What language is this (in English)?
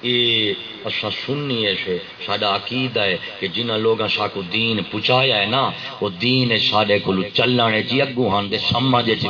Saraiki